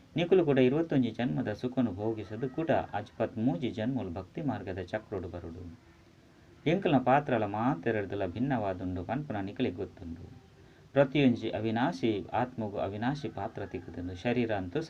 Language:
Tulu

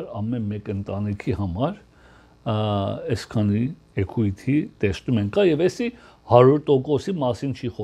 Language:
Armenian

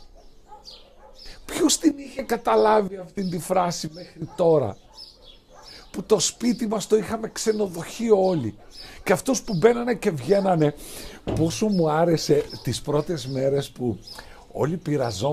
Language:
Greek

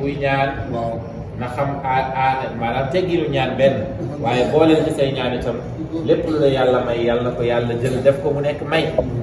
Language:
Wolof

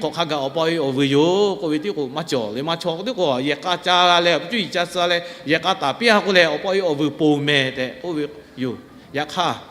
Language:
Lahu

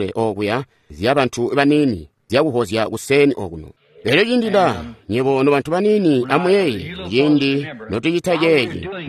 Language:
Tonga (Zambia)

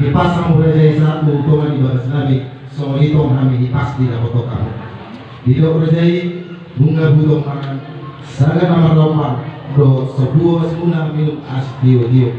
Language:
Batak Toba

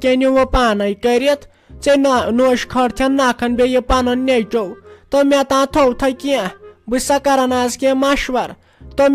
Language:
Kashmiri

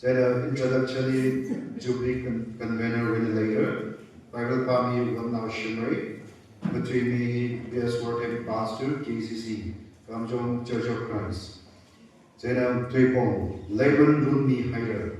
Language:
Tangkhul Naga (India)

